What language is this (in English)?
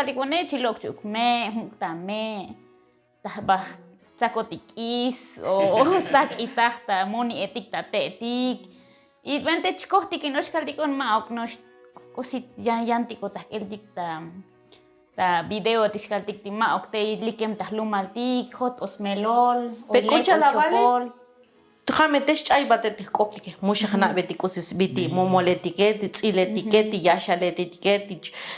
Tzotzil